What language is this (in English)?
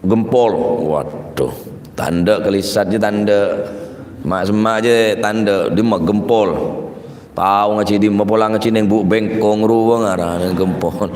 Madurese